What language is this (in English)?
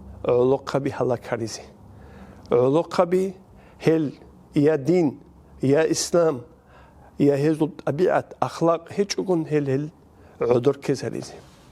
Avaric